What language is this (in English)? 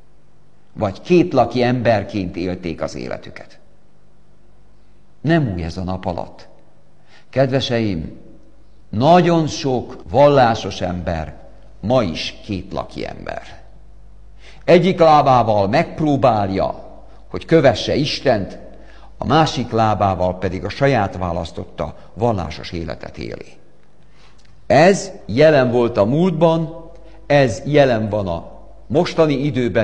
Hungarian